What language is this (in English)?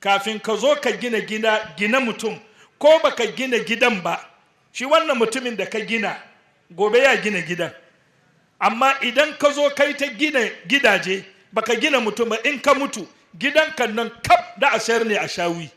Hausa